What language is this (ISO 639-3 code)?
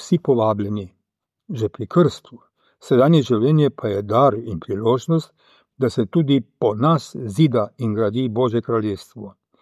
slv